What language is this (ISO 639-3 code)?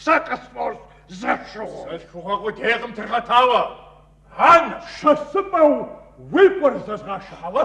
kbd